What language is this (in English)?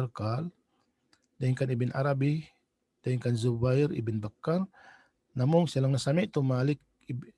Tausug